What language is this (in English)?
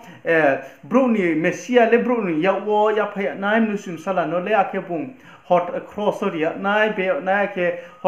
Riang (India)